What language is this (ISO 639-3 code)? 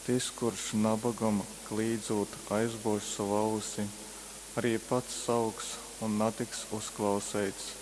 ltg